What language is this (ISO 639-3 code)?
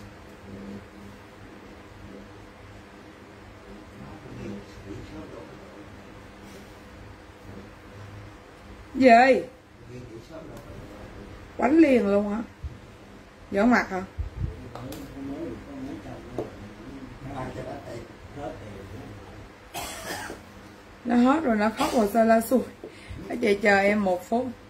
vie